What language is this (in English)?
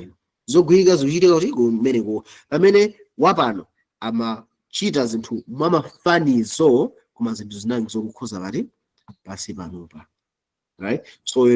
Nyanja